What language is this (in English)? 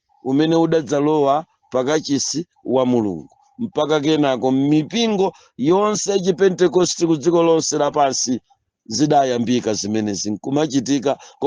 Nyanja